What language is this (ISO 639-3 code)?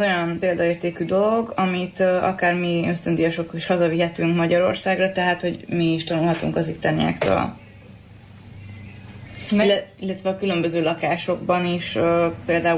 hun